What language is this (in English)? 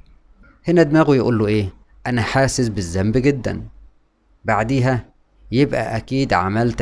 Egyptian Arabic